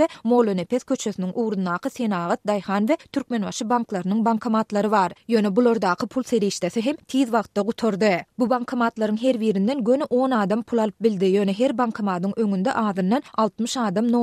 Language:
Turkmen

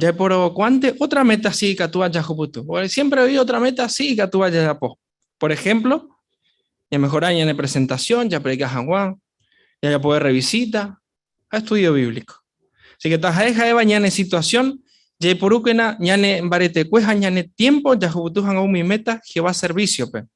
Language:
Guarani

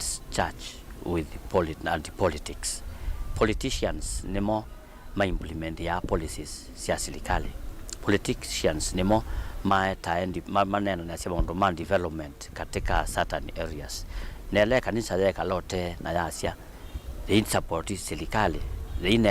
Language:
Kamba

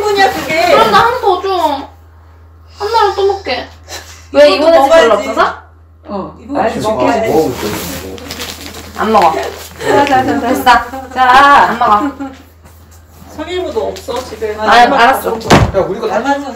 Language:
Korean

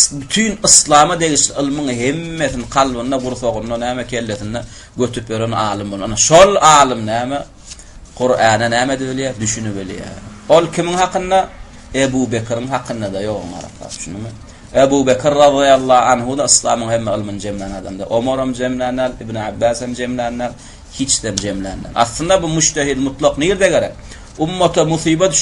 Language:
Turkmen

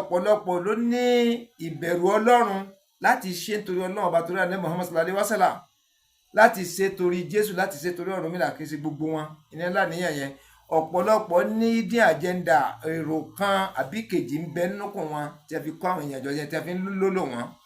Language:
Yoruba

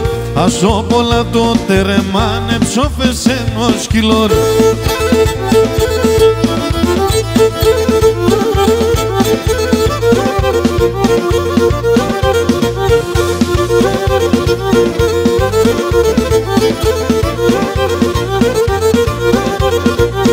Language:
Pontic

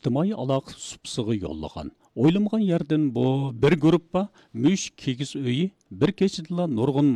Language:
Uyghur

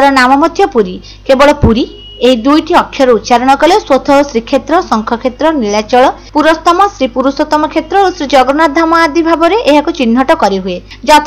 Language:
Odia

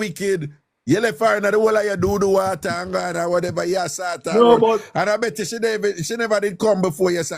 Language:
Jamaican Creole English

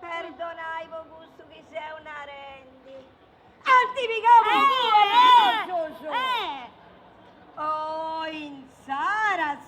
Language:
Sardinian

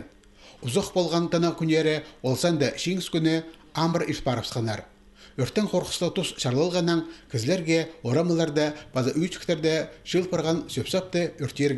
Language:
Khakas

